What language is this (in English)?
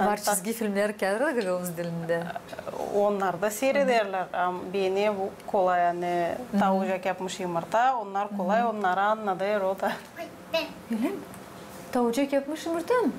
Gagauz